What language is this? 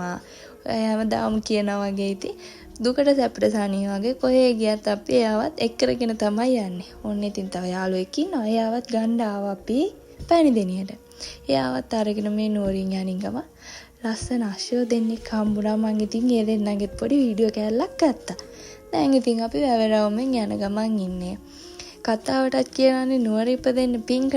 Sinhala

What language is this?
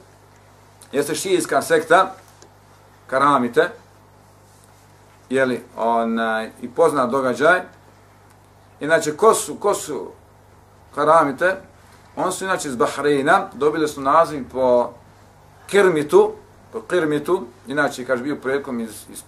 Bosnian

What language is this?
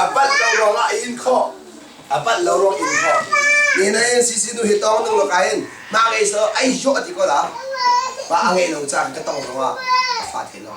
Hakha Chin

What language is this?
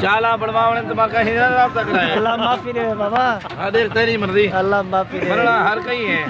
Saraiki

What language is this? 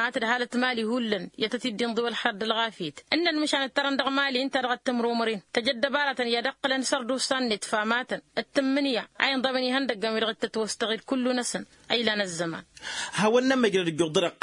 Tamasheq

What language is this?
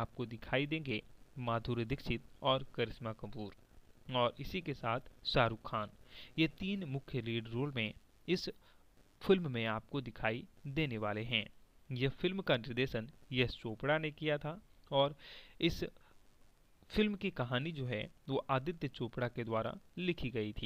Hindi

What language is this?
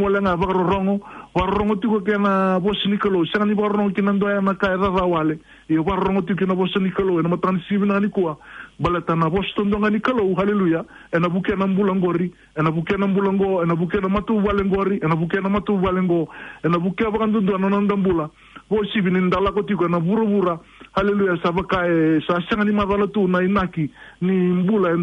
Fijian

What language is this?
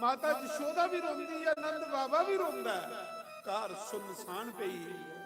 Dogri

